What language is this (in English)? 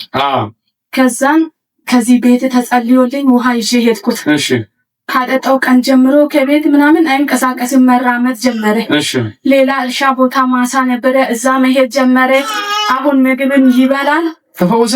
Amharic